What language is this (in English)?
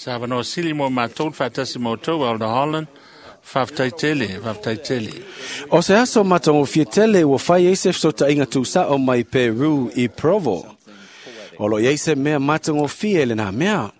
Samoan